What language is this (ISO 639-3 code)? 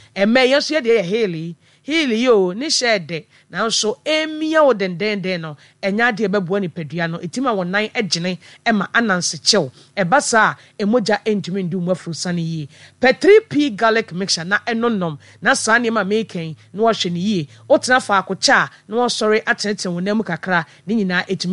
aka